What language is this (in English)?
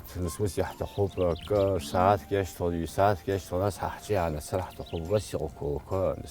Abkhazian